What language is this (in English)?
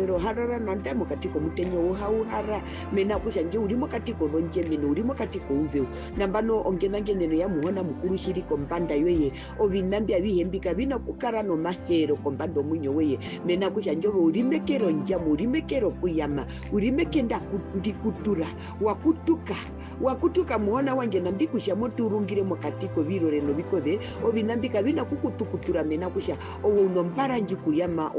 Herero